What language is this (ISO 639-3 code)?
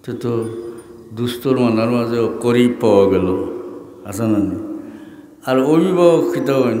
syl